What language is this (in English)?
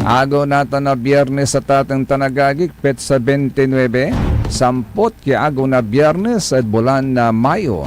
Pangasinan